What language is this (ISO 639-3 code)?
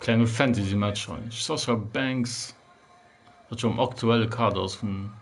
ltz